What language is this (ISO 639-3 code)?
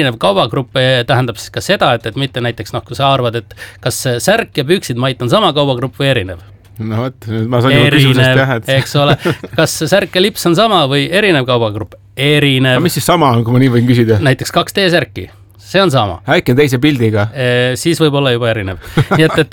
est